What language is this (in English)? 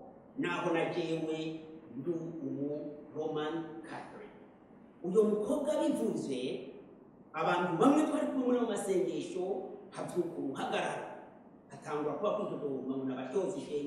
Rundi